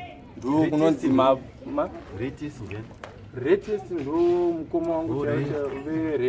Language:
Shona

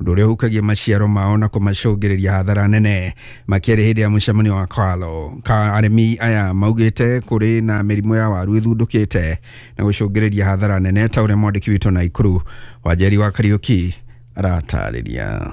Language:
Kikuyu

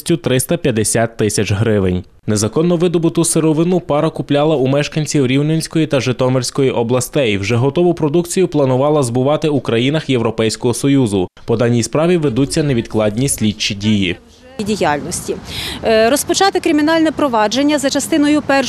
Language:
Ukrainian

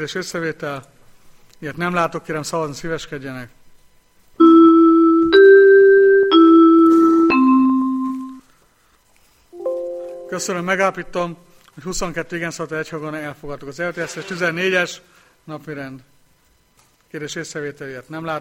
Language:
Hungarian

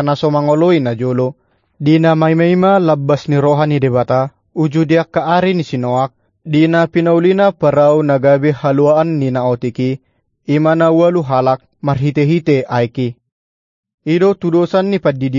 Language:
Batak Toba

